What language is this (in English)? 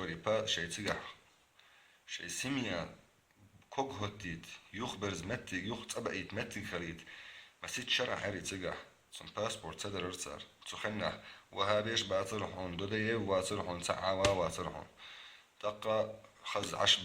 Chechen